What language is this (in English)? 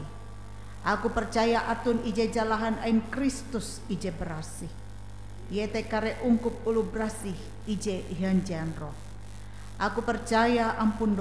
Ngaju